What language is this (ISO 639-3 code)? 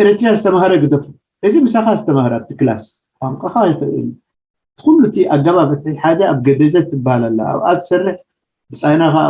tir